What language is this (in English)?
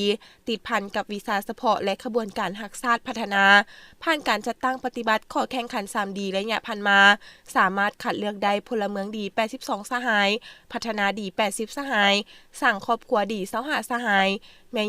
Lao